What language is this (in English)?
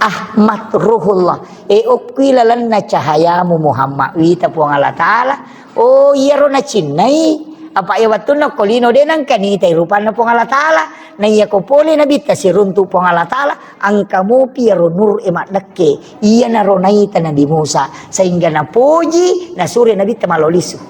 Buginese